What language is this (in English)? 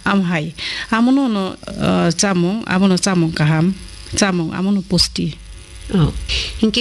Kok Borok